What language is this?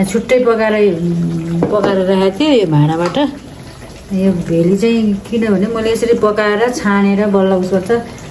Nepali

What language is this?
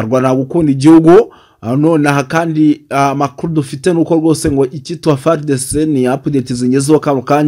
Kinyarwanda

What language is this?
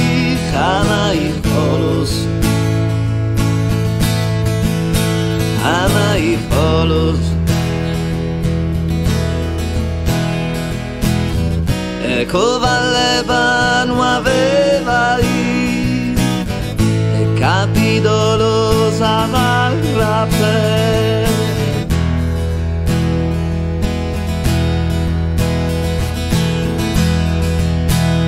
Italian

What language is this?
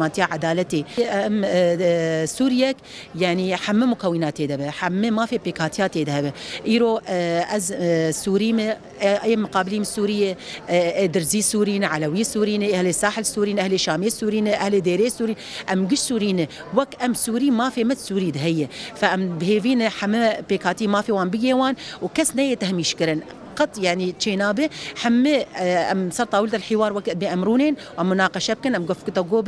Kurdish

